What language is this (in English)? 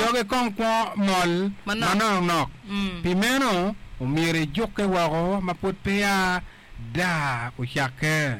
Acoli